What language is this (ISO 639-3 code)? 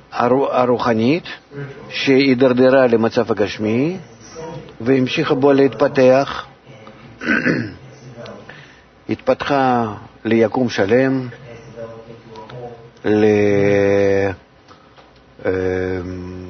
heb